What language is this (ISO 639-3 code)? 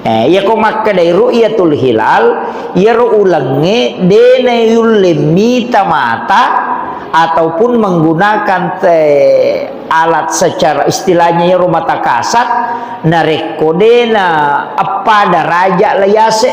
bug